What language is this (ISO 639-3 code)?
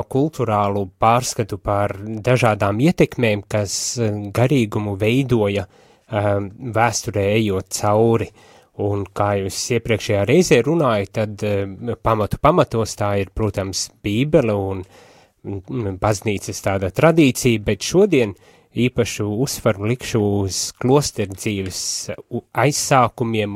lav